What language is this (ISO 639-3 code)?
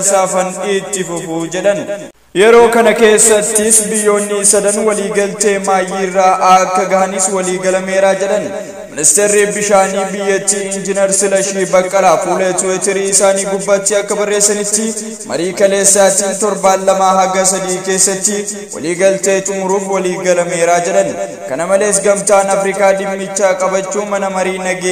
orm